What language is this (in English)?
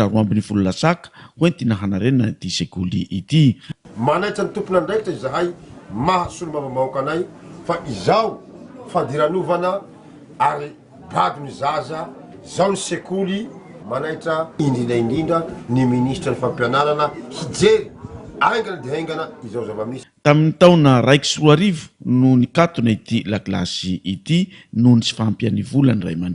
Malagasy